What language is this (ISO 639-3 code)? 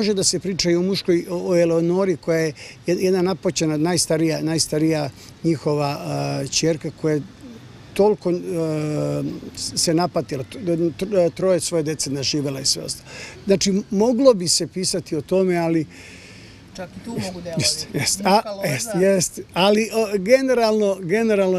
srp